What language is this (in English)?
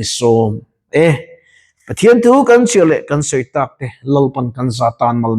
Mizo